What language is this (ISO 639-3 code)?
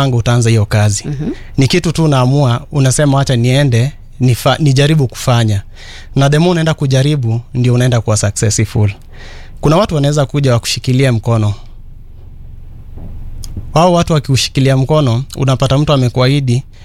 swa